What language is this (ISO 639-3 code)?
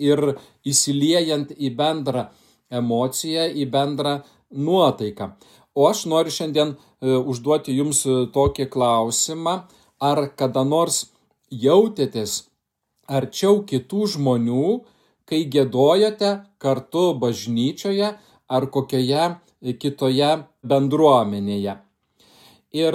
lit